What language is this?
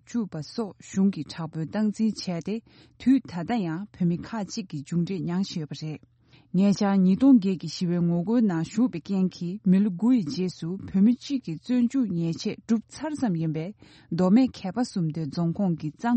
Tibetan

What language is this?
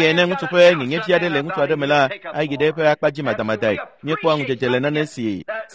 Ewe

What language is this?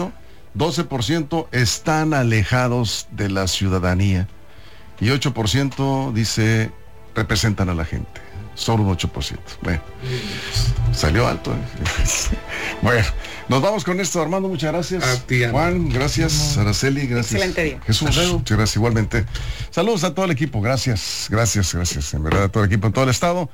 Spanish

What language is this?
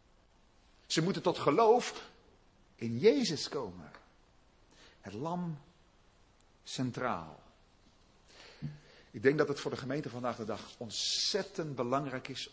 Dutch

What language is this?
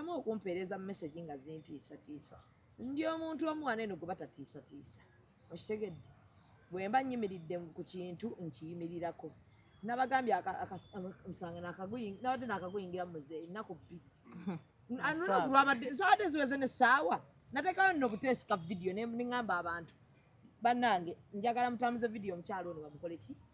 Ganda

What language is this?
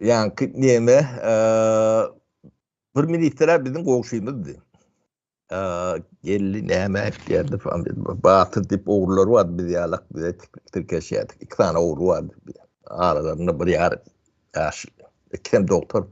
Turkmen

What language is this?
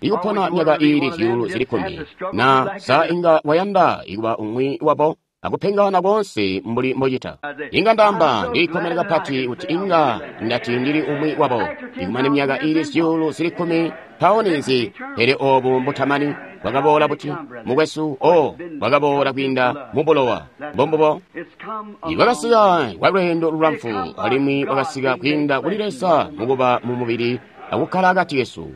Tonga (Zambia)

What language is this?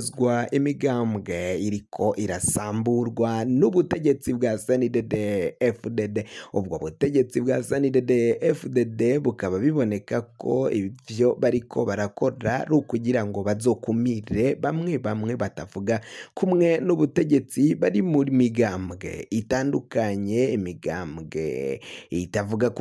Rundi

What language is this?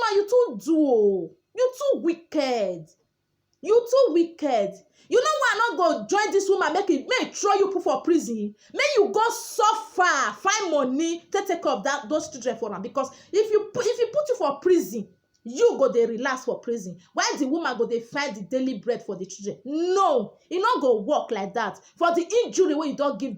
Nigerian Pidgin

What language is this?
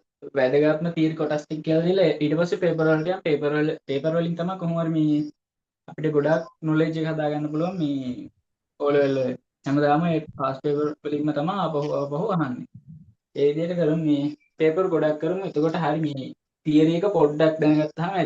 Sinhala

